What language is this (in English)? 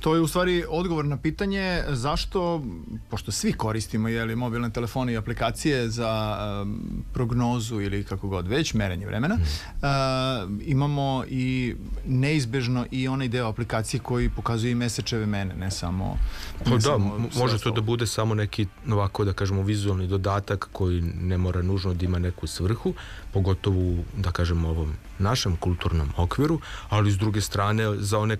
Serbian